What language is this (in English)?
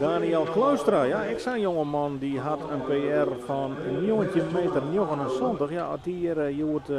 Western Frisian